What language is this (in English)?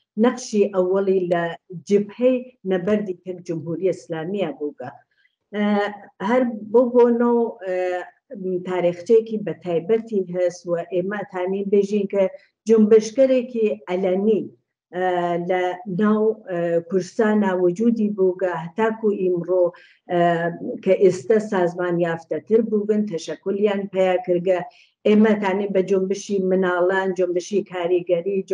Central Kurdish